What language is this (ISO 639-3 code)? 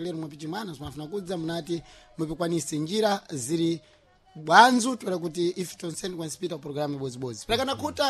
seh